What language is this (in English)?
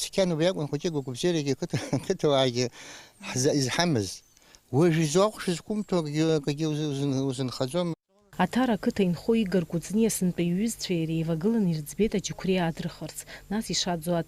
Abkhazian